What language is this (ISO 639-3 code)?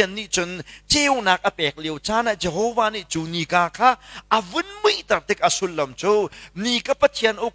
cnh